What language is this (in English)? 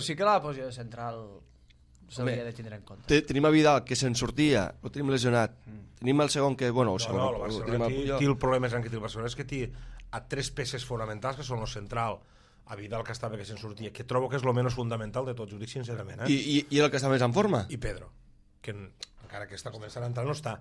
Catalan